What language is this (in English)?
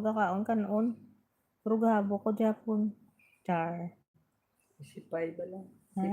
Hiligaynon